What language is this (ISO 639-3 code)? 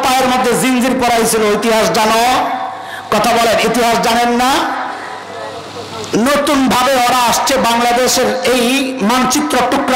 ben